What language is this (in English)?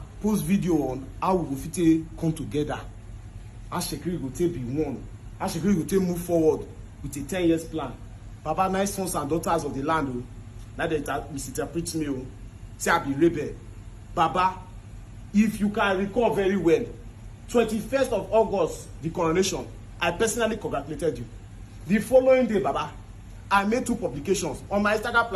Nigerian Pidgin